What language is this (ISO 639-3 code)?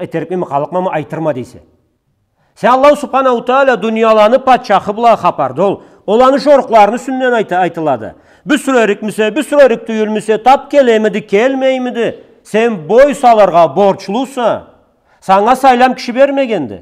krc